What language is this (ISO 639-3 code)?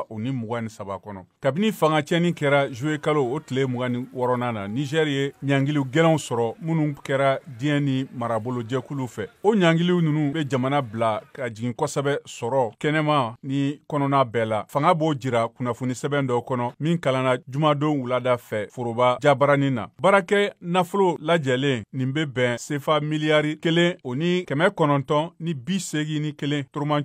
bam